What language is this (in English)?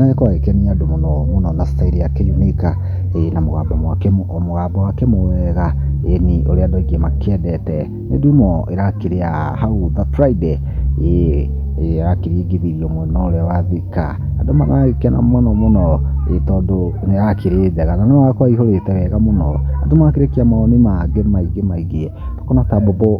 Kikuyu